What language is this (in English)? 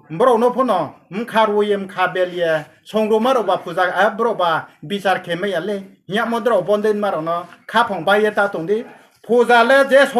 Riang (India)